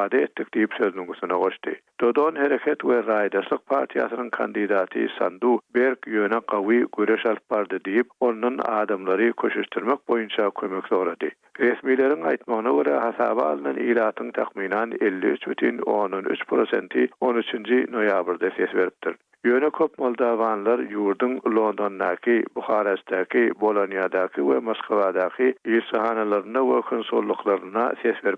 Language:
Turkmen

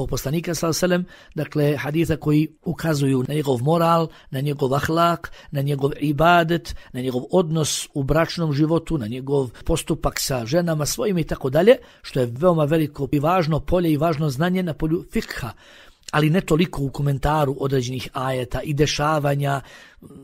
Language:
Bosnian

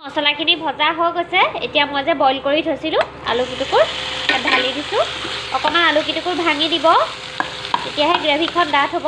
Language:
Assamese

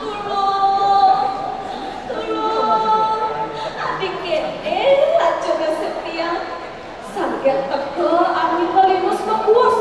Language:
Balinese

